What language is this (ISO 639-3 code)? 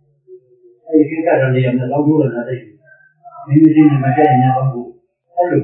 mya